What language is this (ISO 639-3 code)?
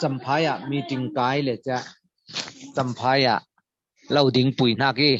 cfm